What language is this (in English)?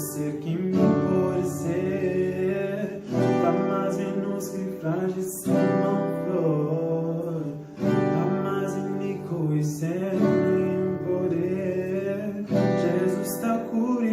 Kabuverdianu